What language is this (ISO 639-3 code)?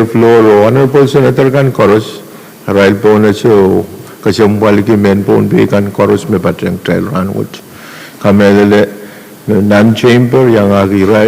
pon